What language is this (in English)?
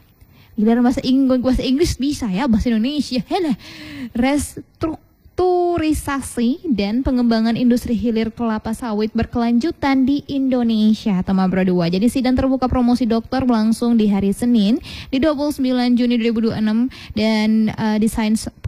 Indonesian